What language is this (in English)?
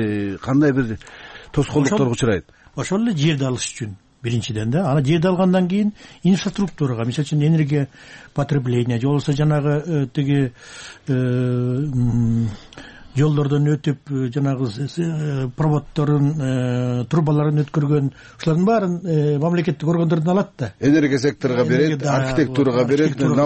Kyrgyz